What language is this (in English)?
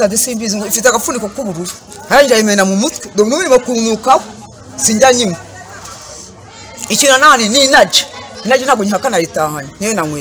Kinyarwanda